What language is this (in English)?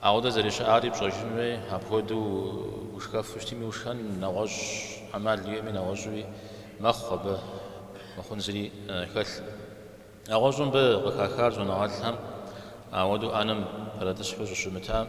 Kabardian